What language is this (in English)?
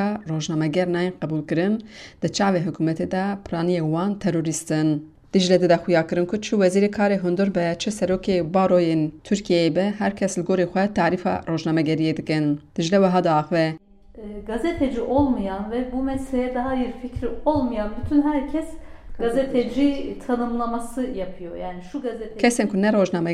Kurdish